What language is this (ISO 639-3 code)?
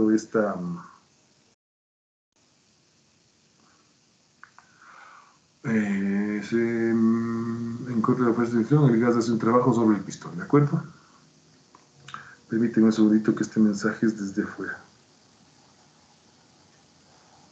spa